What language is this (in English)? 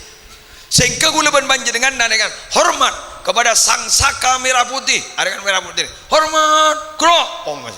Madurese